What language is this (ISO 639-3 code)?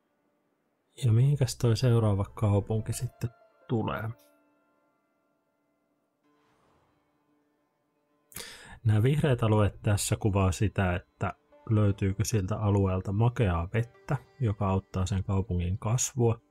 fin